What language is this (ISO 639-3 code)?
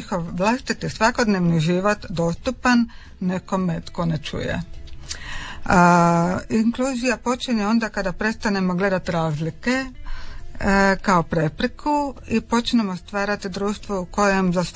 hrv